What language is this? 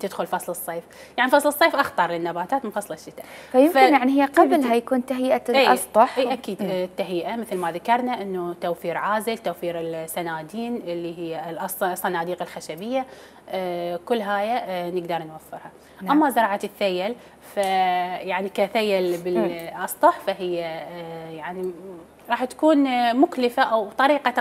Mesopotamian Arabic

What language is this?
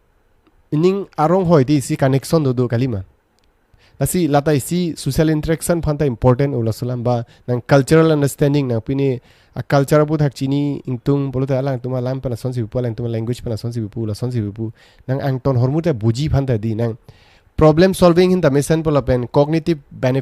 Karbi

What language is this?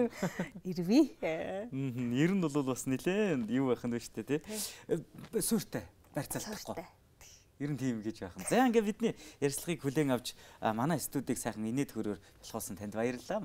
Mongolian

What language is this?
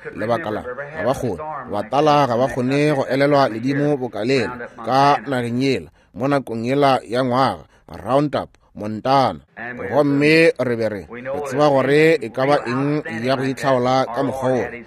Northern Sotho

